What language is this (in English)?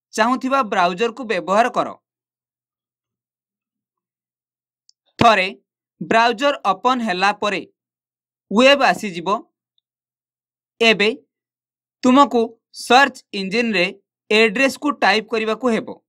Odia